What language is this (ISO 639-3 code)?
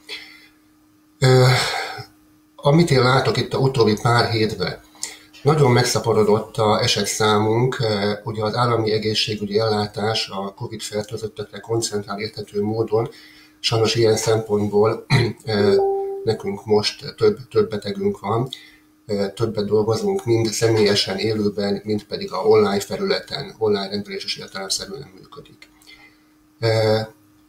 hun